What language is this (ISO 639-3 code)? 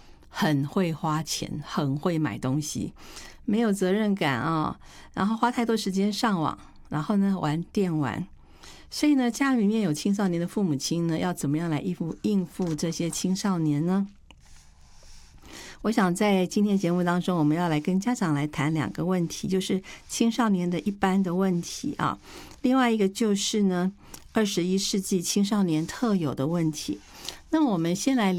zho